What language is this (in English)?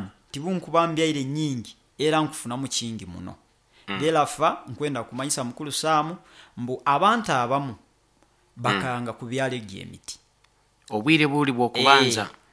Nyoro